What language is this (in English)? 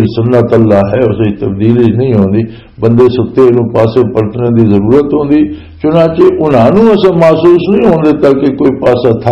Western Panjabi